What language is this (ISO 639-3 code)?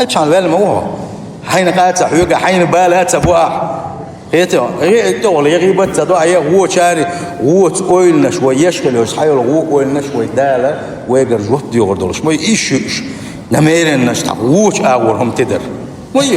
che